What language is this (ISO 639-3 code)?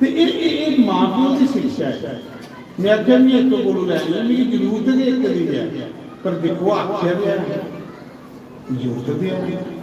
doi